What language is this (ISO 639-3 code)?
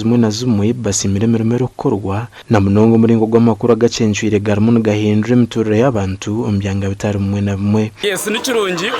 nyn